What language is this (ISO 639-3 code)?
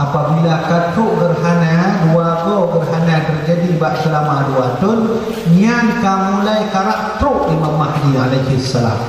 ace